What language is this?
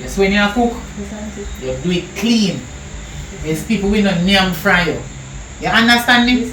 Jamaican Creole English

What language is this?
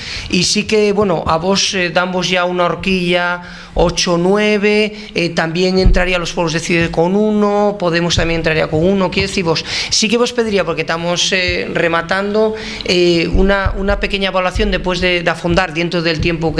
Asturian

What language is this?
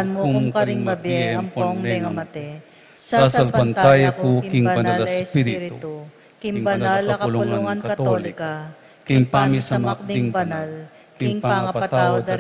Pampanga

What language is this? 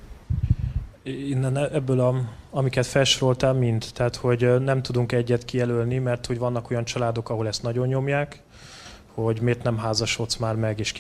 Hungarian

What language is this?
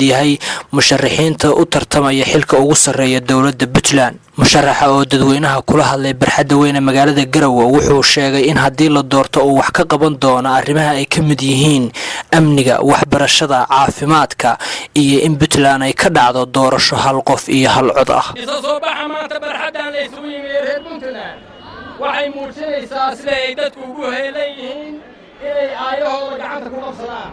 Somali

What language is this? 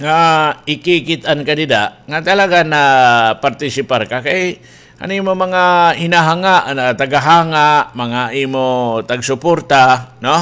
Waray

